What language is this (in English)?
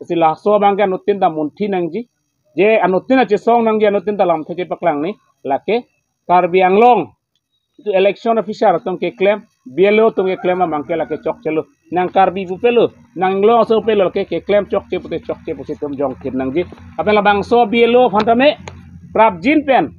Karbi